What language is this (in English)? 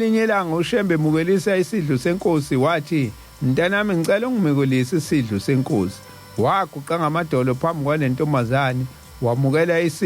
Zulu